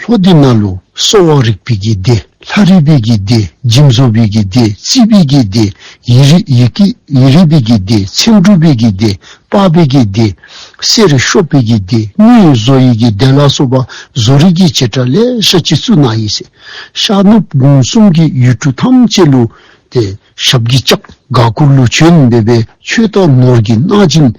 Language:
Dzongkha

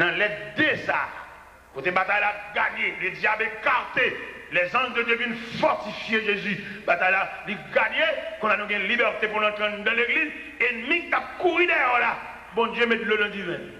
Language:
Haitian Creole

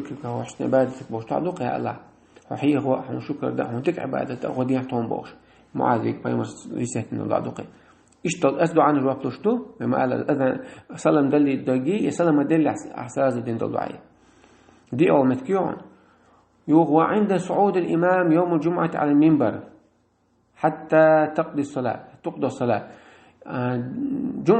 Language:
Chechen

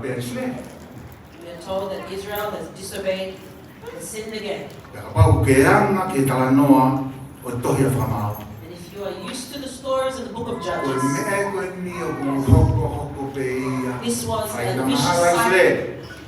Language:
Tongan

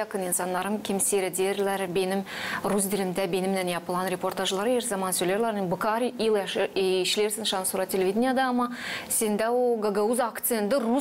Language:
Gagauz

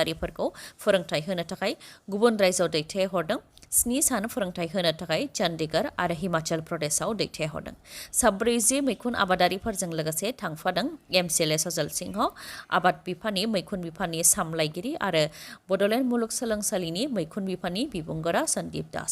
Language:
Bodo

